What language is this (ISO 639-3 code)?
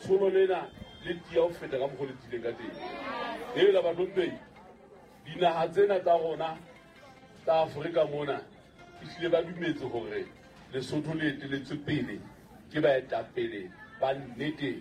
sot